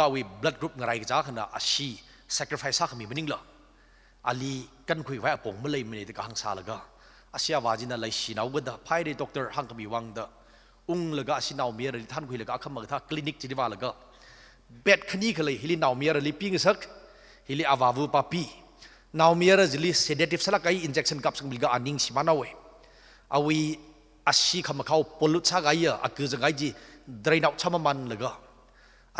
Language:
Tangkhul Naga (India)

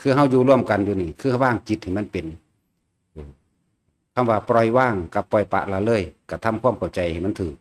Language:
Northeastern Thai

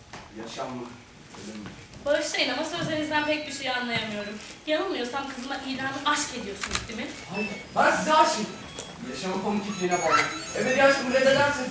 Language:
Turkish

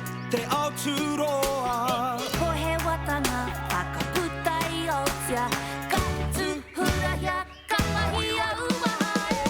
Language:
Māori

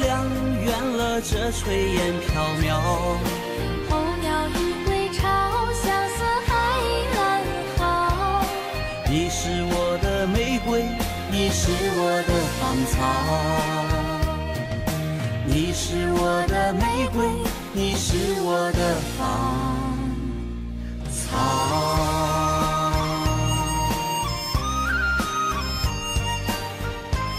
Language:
Chinese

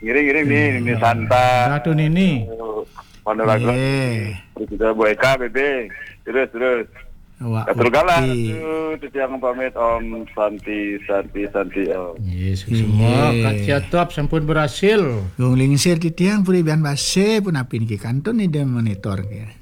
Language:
Balinese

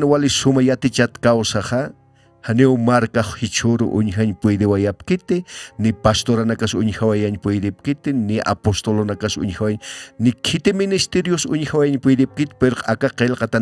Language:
Aymara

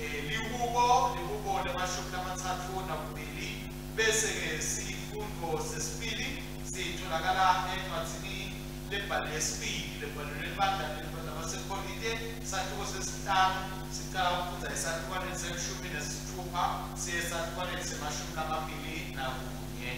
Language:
Swati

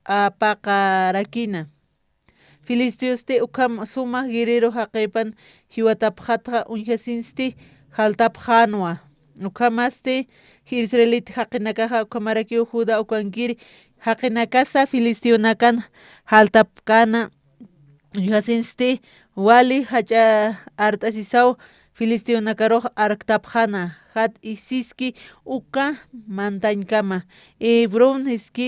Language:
Aymara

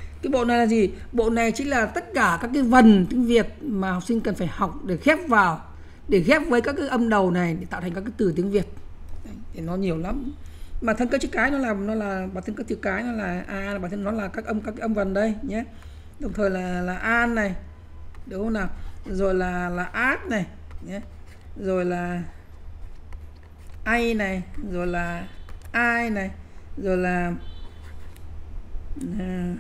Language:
Vietnamese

